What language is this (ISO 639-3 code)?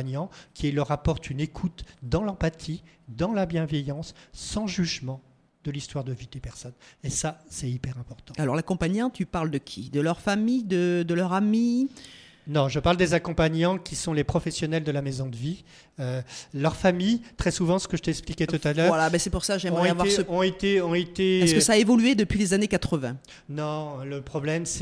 fra